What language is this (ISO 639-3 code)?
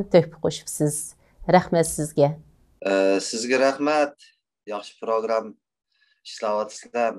uig